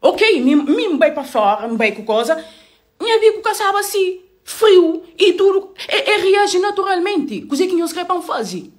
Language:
Kabuverdianu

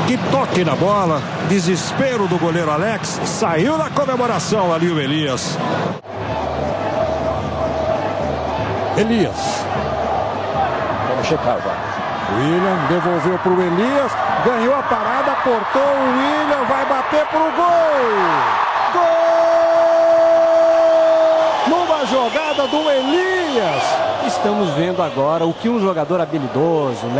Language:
Portuguese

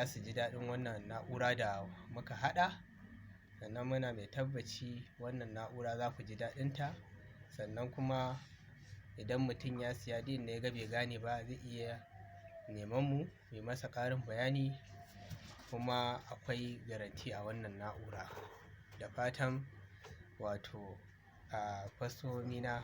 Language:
Hausa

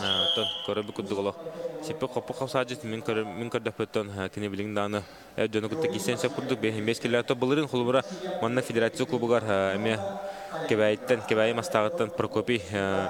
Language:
Yakut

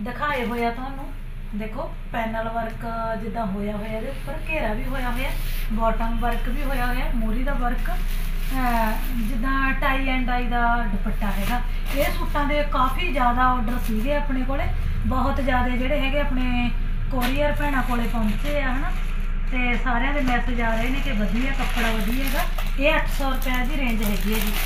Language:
Punjabi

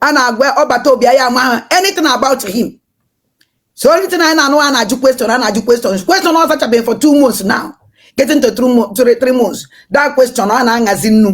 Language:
Igbo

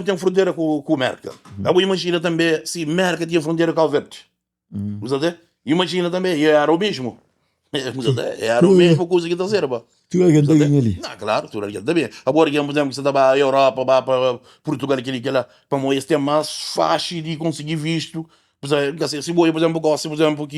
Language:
Kabuverdianu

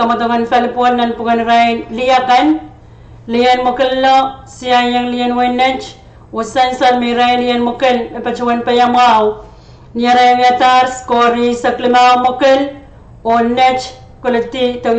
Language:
Pohnpeian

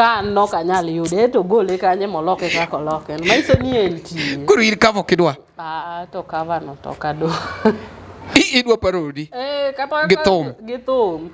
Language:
Luo (Kenya and Tanzania)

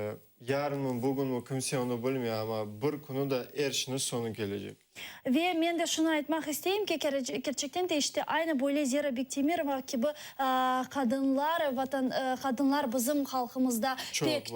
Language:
Crimean Tatar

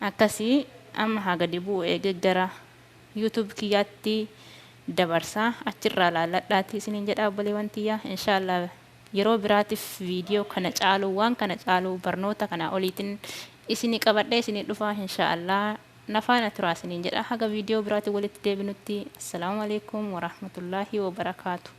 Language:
Oromo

